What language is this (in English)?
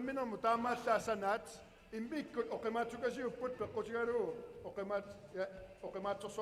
Kalaallisut